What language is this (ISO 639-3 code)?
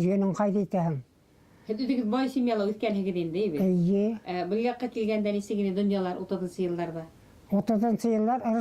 bak